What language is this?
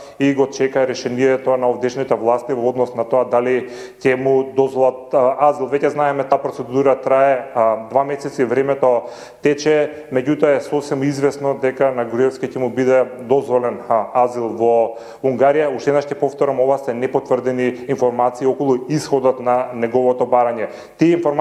Macedonian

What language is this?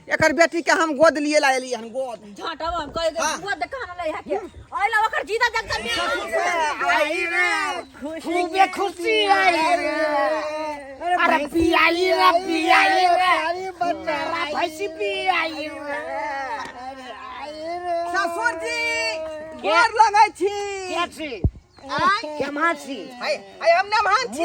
Maithili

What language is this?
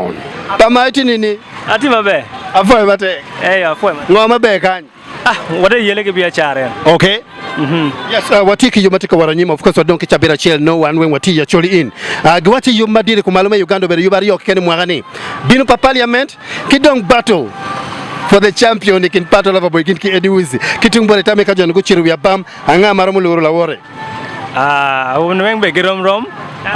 Acoli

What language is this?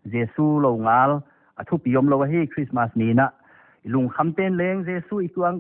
Paite Chin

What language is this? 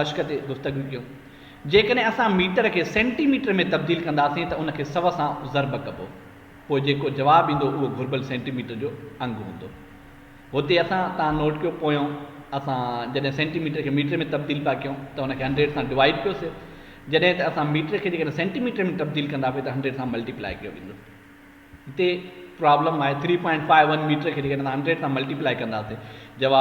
Sindhi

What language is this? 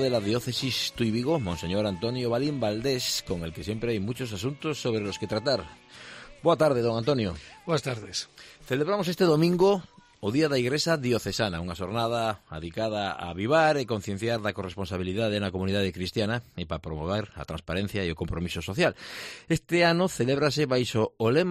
Galician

